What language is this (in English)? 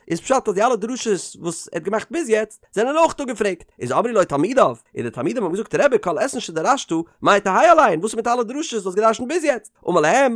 Yiddish